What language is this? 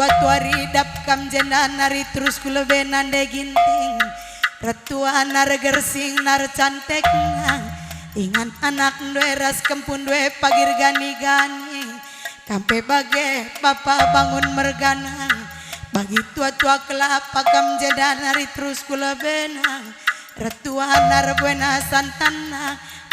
Batak Karo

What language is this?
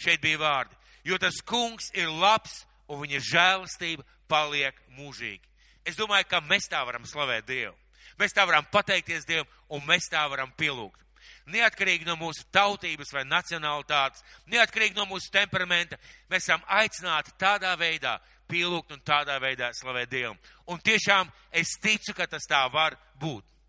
Latvian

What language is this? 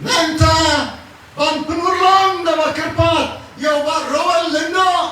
Khasi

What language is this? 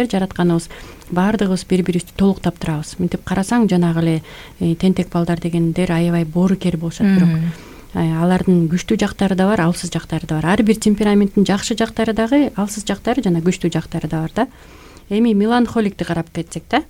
Kyrgyz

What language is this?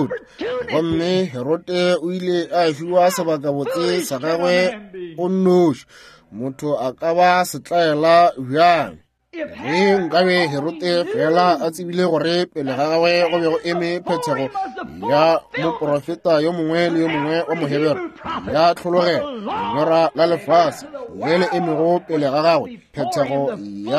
Northern Sotho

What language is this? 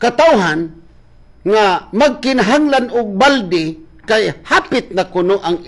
Cebuano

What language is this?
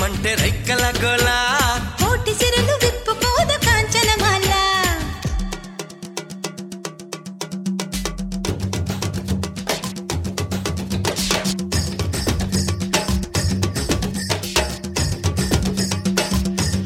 Telugu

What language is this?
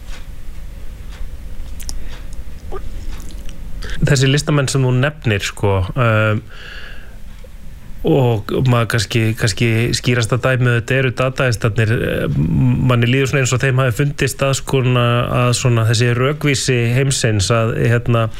Icelandic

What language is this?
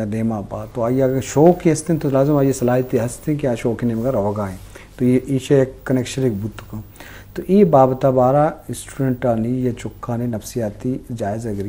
Baluchi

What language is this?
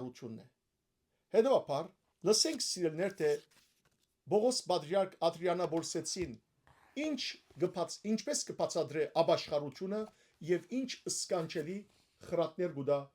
Western Armenian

